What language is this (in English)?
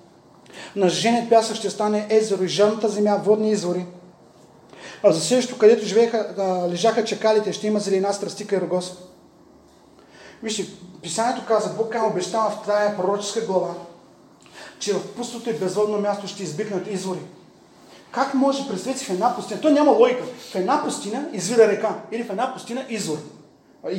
Bulgarian